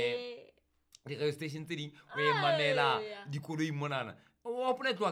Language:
Southern Sotho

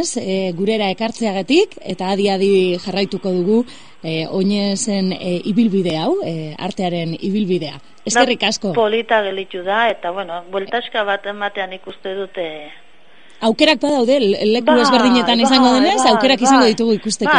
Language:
Basque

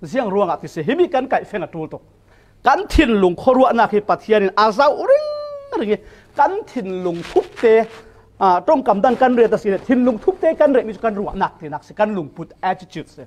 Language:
Falam Chin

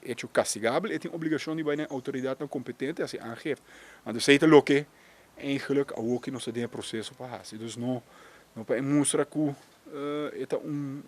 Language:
Papiamento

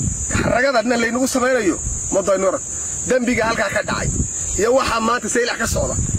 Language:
Somali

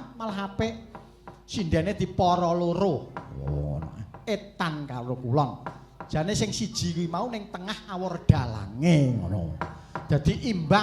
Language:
Javanese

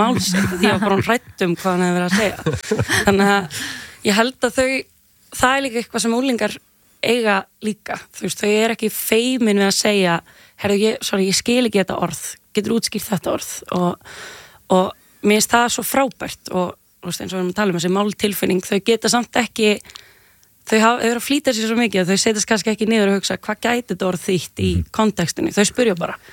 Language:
Icelandic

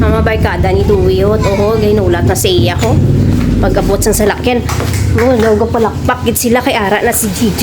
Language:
Hiligaynon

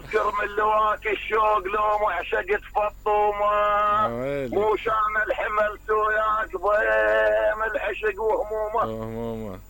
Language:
Mesopotamian Arabic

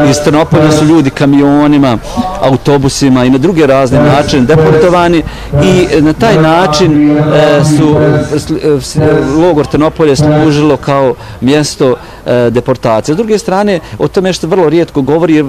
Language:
Bosnian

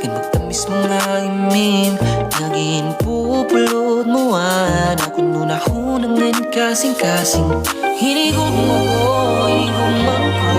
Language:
Waray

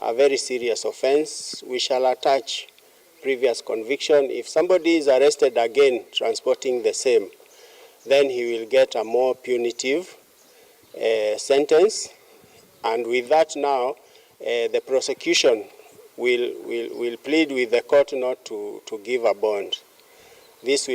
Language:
Kamba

